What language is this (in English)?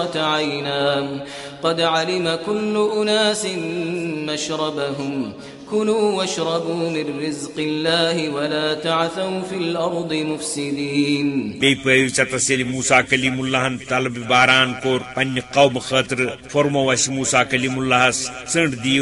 Kashmiri